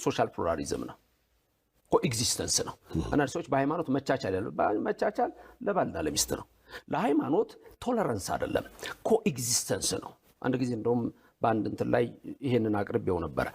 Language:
Amharic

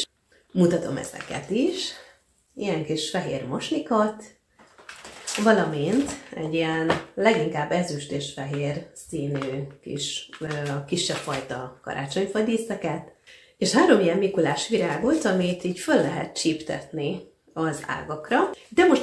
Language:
Hungarian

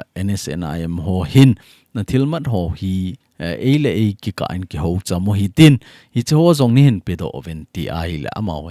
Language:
Thado Chin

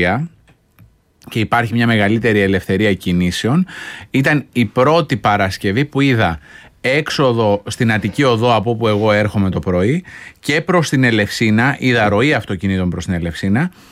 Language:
Greek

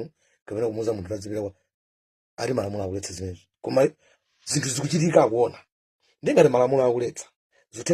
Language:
Nyanja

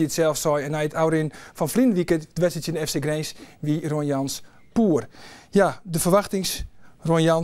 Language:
Western Frisian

